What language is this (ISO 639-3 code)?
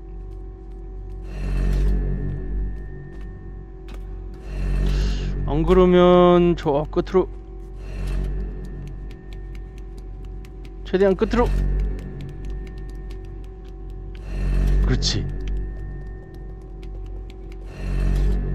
kor